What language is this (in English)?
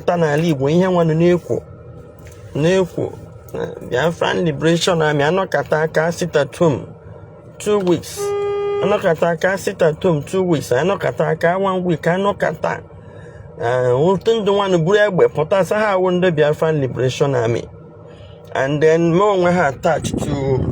Igbo